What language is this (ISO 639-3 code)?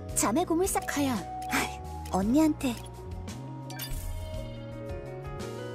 kor